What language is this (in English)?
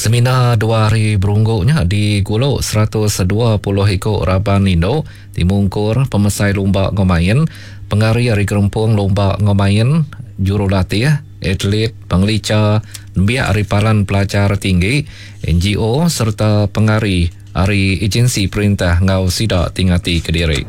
Iban